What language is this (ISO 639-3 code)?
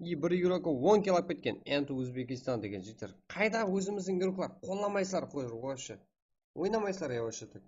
kaa